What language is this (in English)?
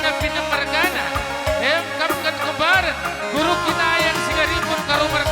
Batak Karo